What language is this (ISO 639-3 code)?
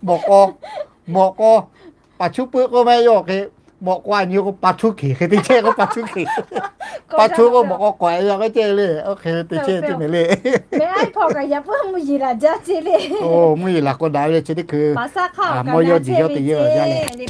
lhu